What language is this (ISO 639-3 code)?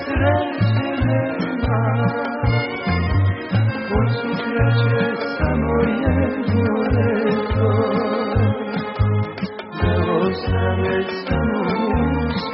srp